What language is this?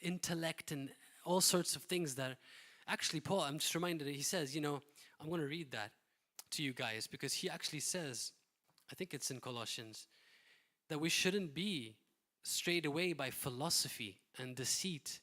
English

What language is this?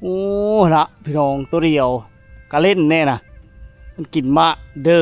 Lao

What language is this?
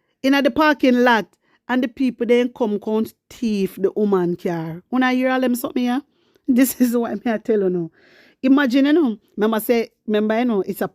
Jamaican Creole English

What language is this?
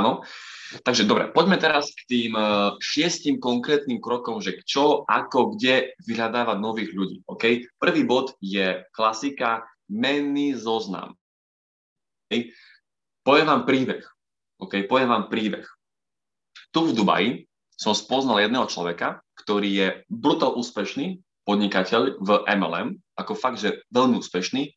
Slovak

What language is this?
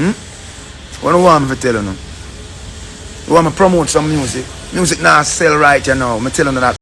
Jamaican Creole English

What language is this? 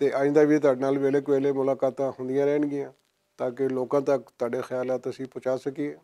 Western Panjabi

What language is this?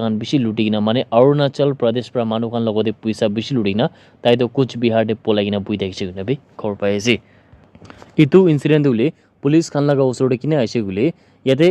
Naga Pidgin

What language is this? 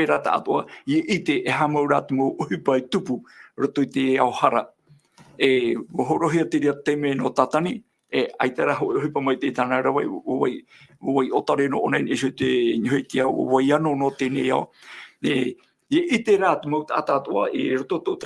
Tahitian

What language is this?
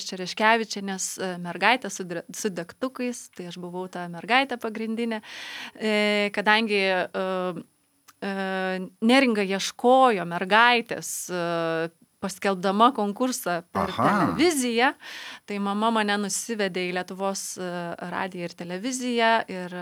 Lithuanian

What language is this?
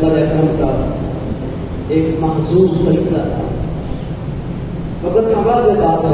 Urdu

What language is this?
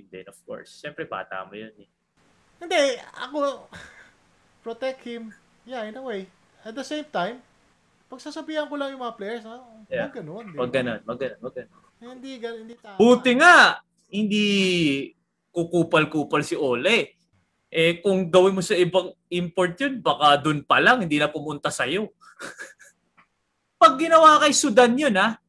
Filipino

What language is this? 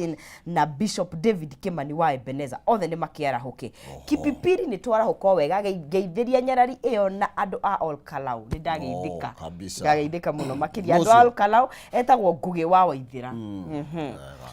Kikuyu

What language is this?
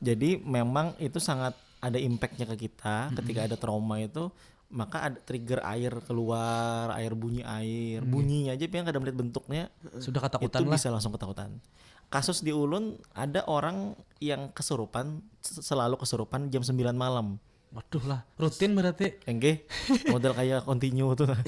Banjar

